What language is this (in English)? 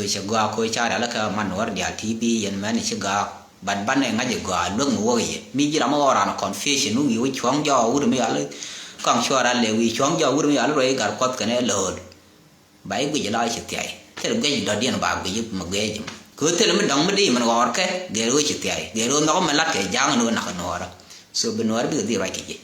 Nuer